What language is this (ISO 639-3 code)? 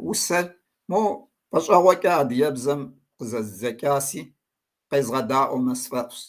kbd